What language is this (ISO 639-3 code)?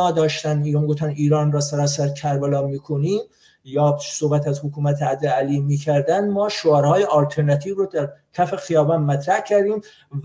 fas